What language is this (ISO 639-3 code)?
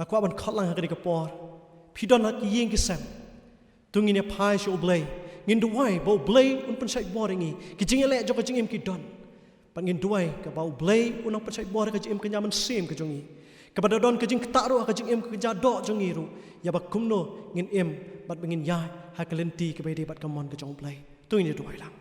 kha